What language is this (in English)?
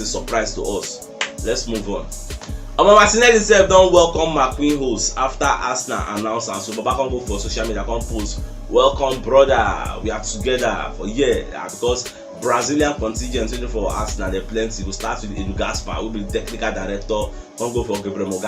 Nigerian Pidgin